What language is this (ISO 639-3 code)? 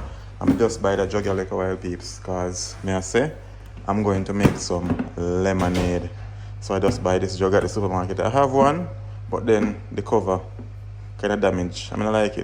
jam